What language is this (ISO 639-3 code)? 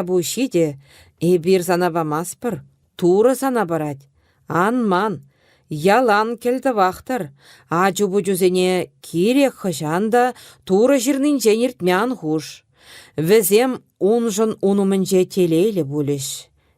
chv